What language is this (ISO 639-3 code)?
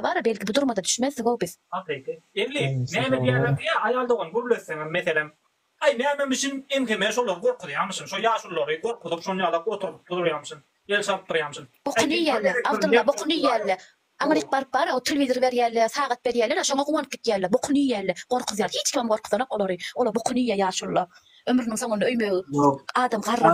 tuk